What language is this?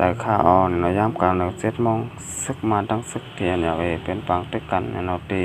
Shan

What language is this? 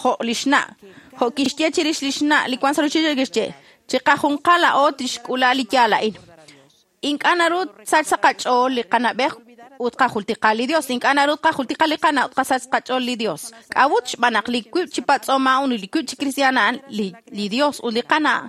Kekchí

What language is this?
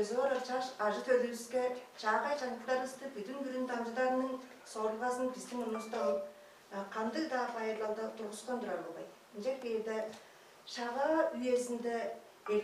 Tuvinian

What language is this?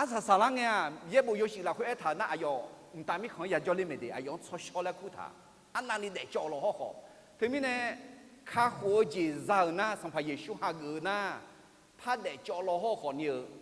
Akha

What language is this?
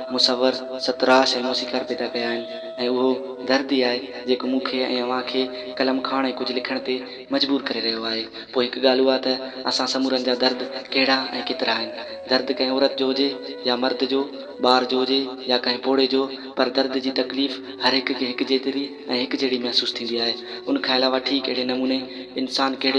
Sindhi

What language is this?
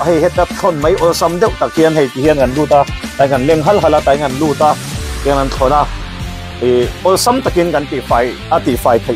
Mizo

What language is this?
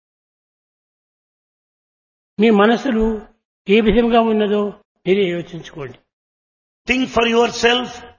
Telugu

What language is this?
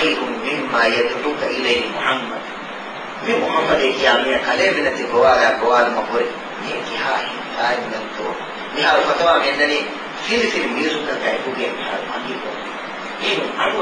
Divehi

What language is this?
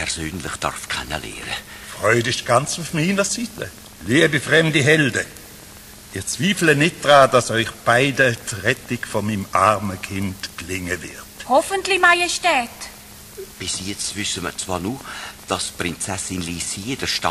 Swiss German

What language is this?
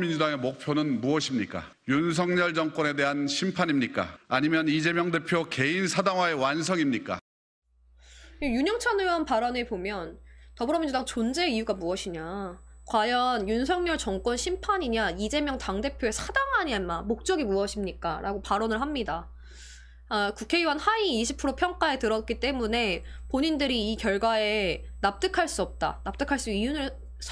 Korean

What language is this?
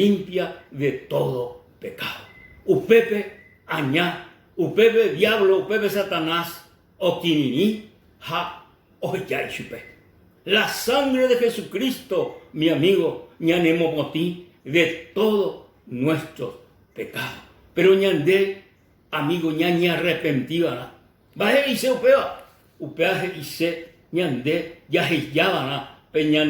Guarani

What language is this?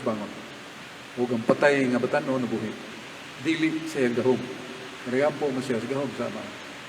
Cebuano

